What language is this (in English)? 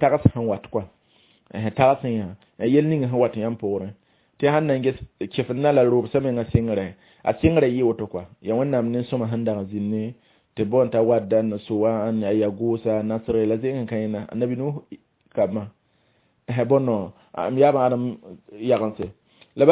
Mossi